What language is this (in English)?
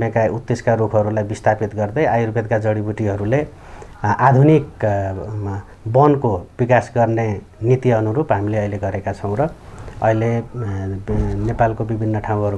Nepali